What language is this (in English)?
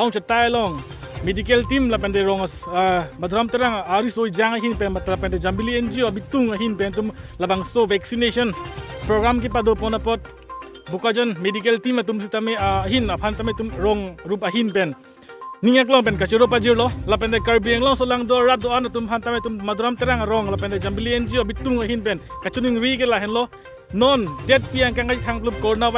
Karbi